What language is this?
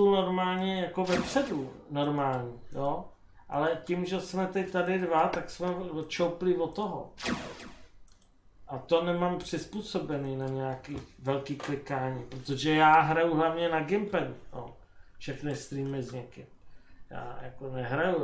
Czech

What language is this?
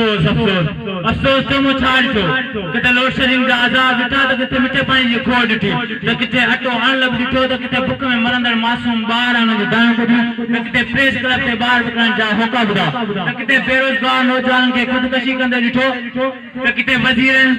Sindhi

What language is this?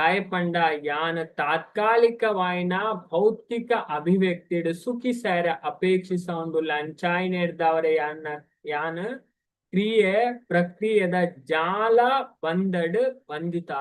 Tulu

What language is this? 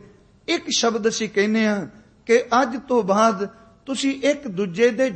Punjabi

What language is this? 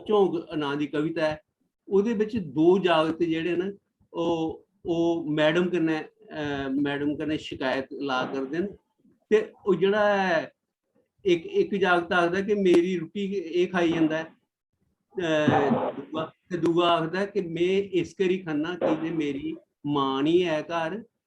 Dogri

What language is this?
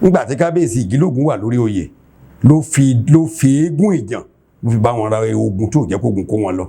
Yoruba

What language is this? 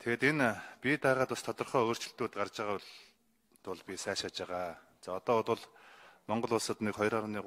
Mongolian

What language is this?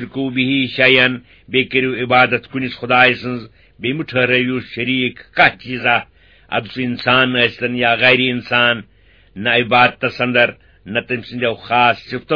Kashmiri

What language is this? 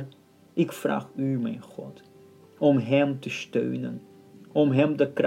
Dutch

